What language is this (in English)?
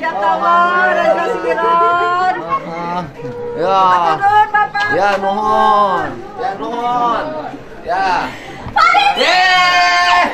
Sundanese